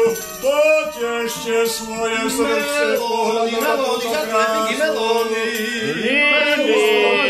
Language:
Slovak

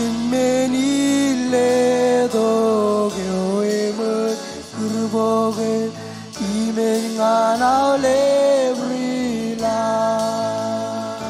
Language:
Marshallese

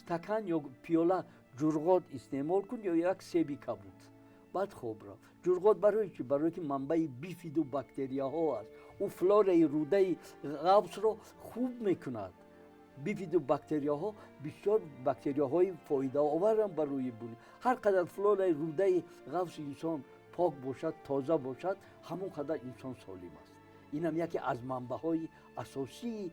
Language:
Tajik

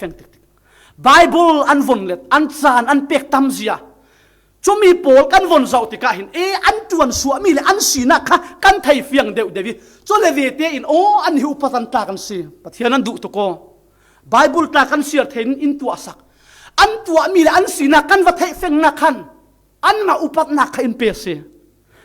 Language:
Falam Chin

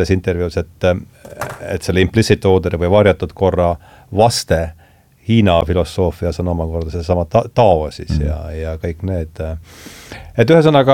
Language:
Estonian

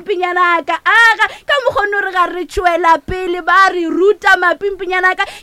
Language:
Northern Sotho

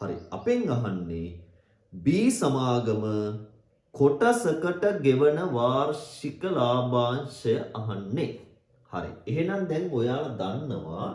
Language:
Sinhala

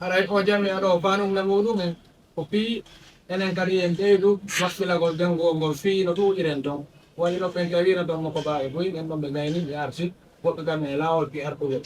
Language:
Fula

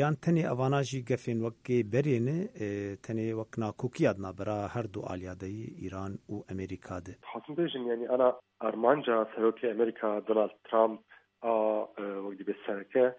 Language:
Kurdish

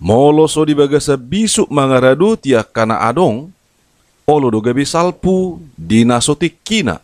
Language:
Batak Toba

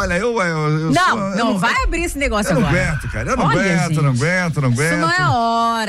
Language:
Portuguese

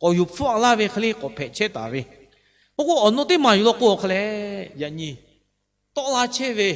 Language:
Lahu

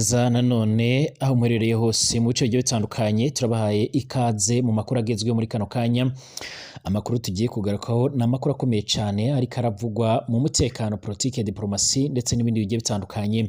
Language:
Rundi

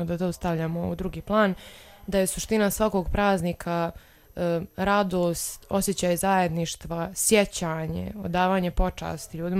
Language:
Serbian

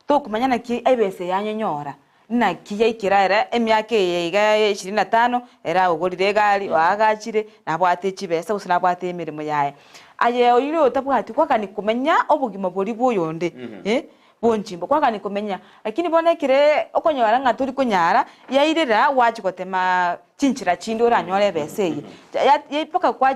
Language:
Gusii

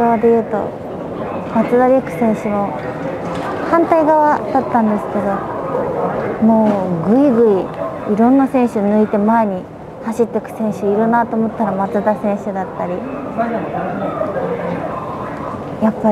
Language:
Japanese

